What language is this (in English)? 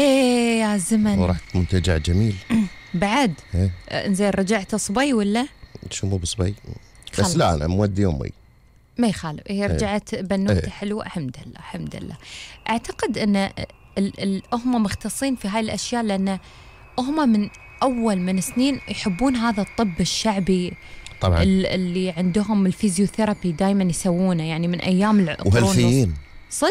Gulf Arabic